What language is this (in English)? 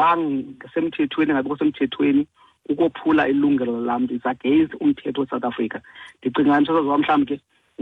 Xhosa